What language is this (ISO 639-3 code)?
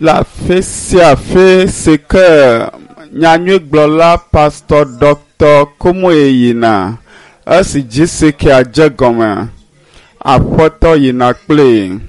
ewe